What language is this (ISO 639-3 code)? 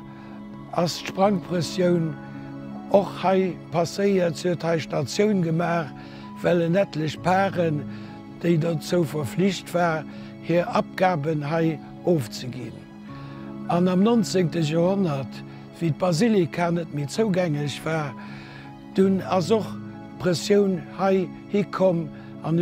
ltz